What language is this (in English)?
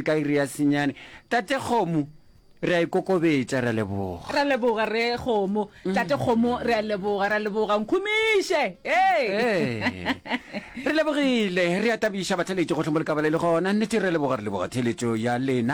Northern Sotho